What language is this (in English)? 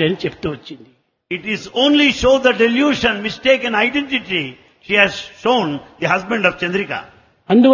Telugu